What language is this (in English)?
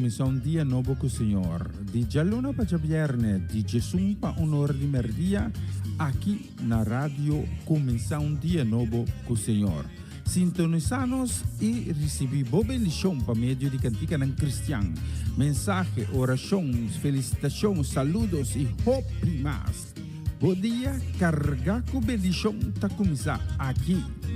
Papiamento